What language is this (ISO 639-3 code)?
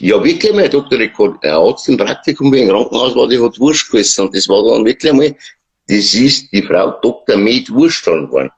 bar